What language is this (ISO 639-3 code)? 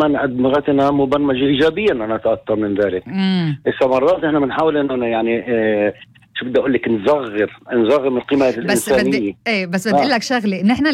apc